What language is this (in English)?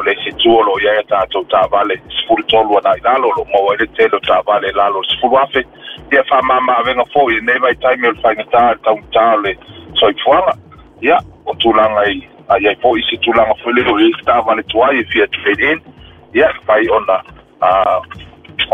Samoan